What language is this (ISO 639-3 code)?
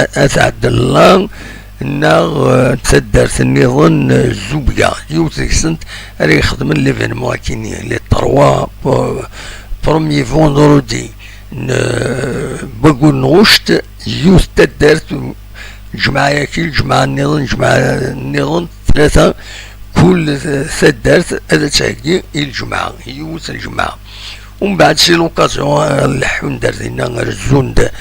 kab